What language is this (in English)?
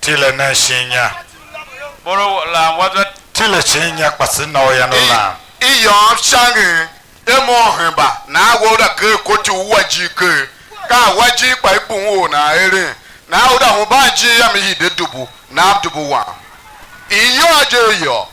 Tiv